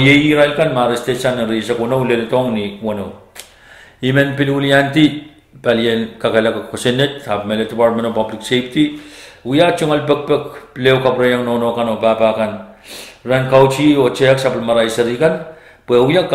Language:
Pohnpeian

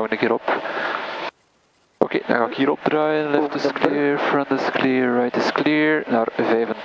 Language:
Dutch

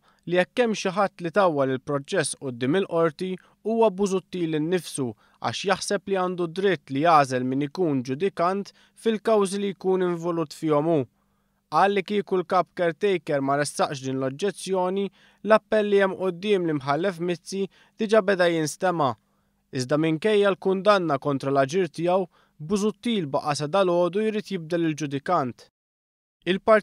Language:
Maltese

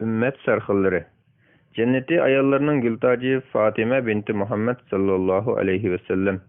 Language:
Uyghur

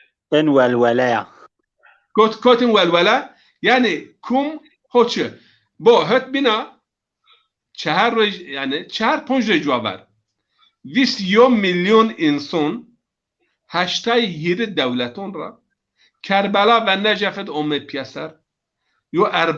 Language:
Zaza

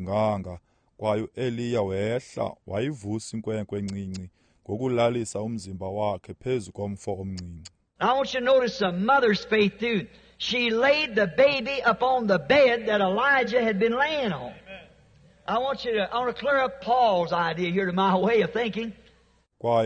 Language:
Xhosa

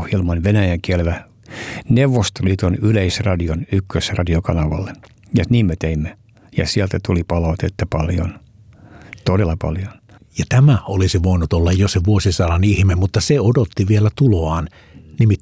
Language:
Finnish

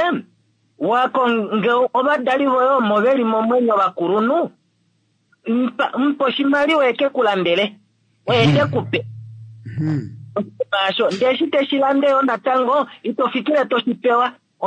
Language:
Kuanyama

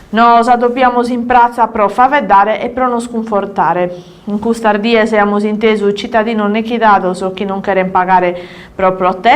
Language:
Sardinian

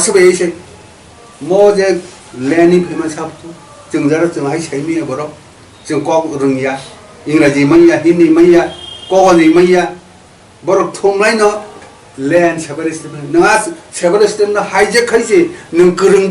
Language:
Kok Borok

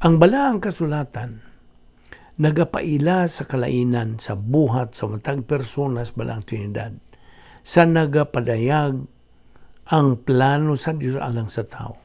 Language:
Cebuano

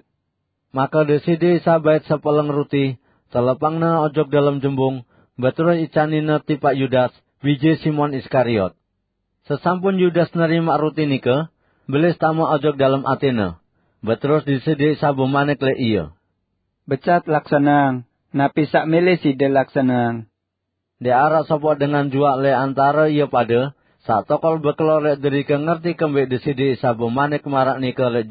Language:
Sasak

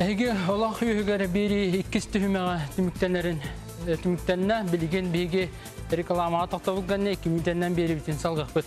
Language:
Yakut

